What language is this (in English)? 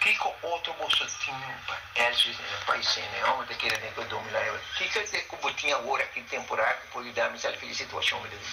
Papiamento